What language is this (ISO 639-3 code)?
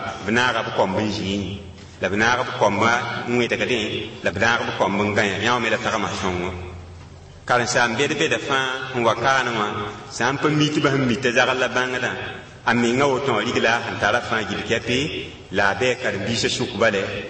mos